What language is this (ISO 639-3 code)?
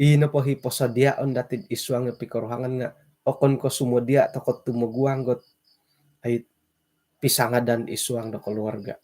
dtp